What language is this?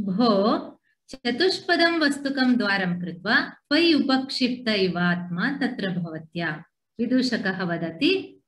Sanskrit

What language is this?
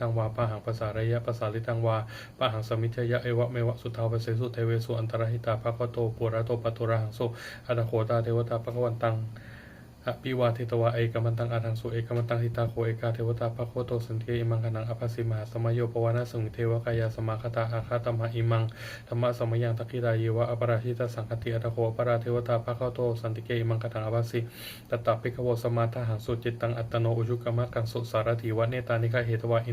Pali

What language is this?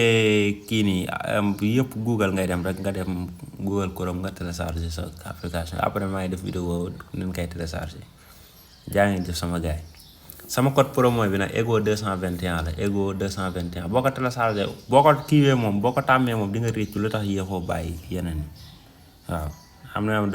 Wolof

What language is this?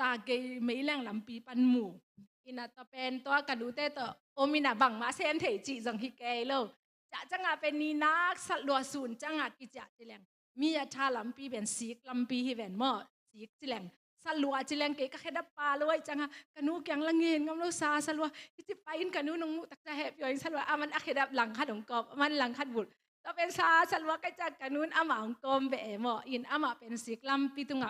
Tedim Chin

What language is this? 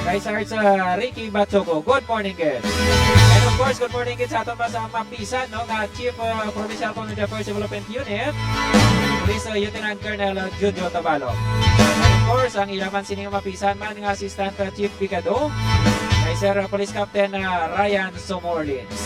Hiligaynon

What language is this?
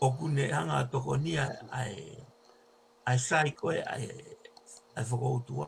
Tongan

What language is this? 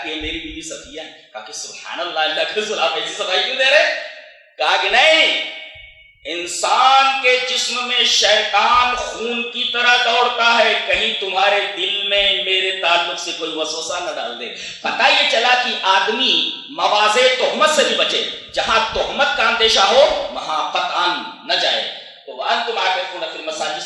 Urdu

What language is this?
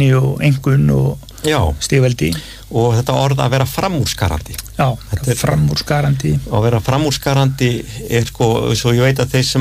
Icelandic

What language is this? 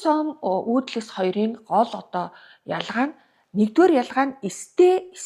Mongolian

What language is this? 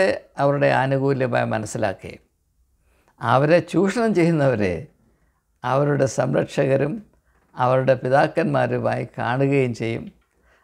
Malayalam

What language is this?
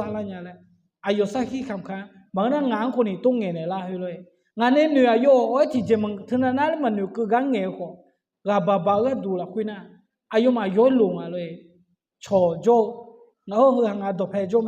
Akha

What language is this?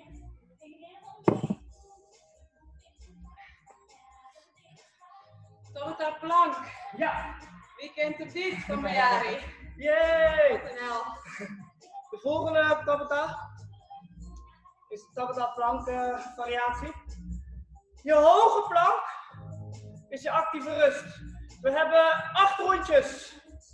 Dutch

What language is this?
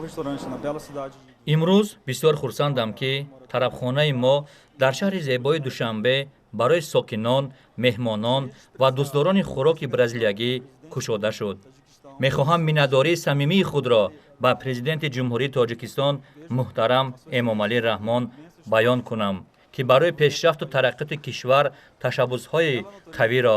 Tajik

